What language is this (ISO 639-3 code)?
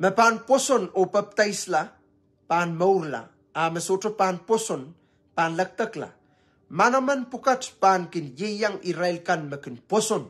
pon